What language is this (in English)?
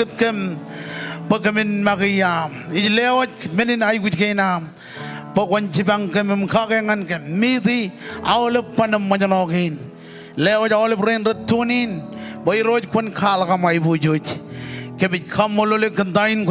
Marshallese